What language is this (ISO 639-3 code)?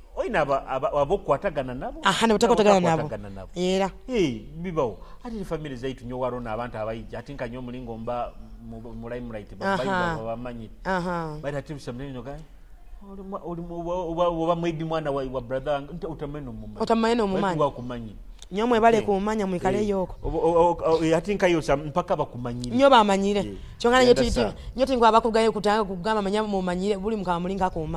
nyo